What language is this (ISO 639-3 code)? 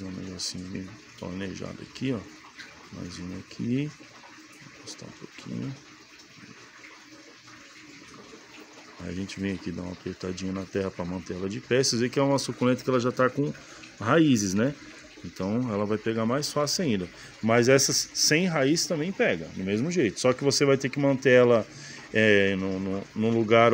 por